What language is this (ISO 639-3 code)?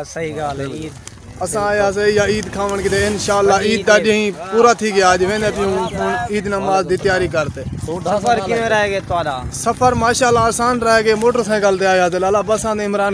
skr